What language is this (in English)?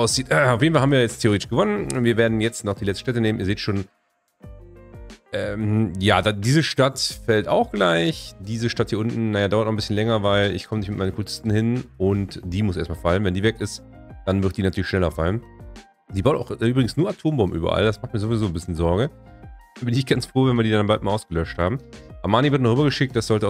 German